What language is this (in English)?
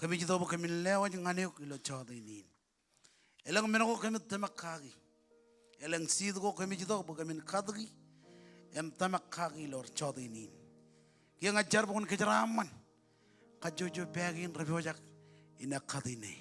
Marshallese